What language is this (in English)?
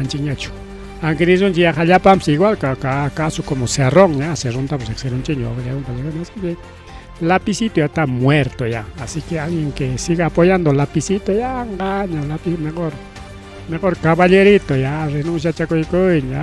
Ayacucho Quechua